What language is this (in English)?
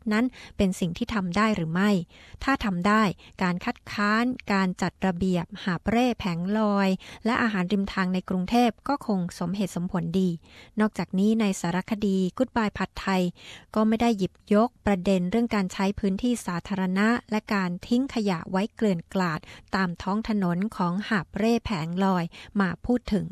Thai